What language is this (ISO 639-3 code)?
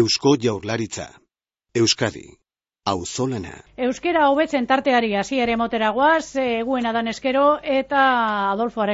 eus